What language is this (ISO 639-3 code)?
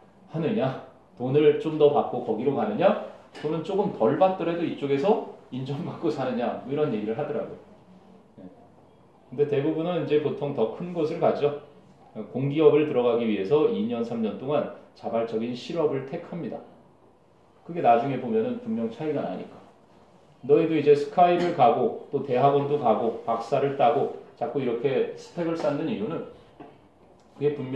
kor